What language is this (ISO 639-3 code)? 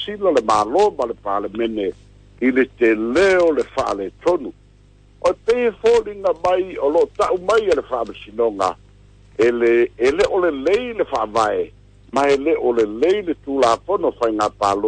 smo